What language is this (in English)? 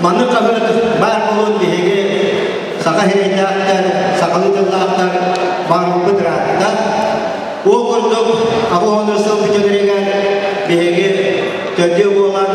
Yakut